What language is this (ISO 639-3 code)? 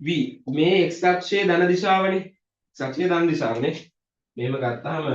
sin